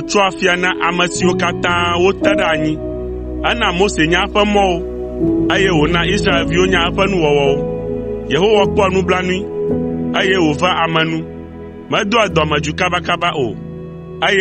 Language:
Ewe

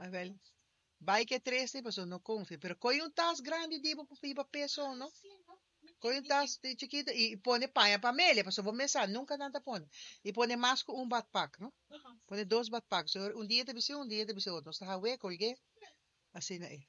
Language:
Papiamento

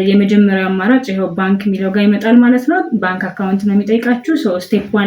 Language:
Amharic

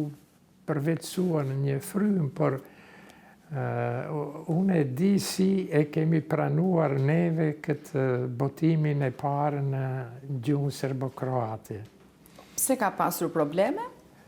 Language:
Albanian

